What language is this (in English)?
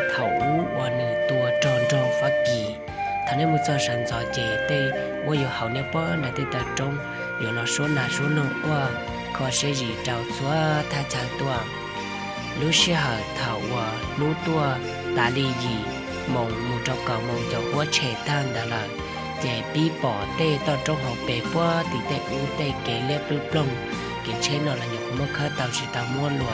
Hmong